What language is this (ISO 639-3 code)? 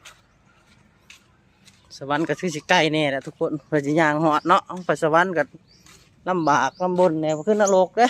lao